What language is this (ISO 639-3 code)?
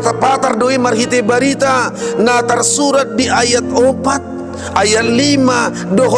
bbc